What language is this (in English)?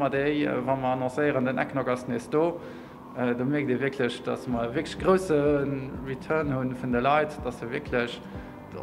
Luxembourgish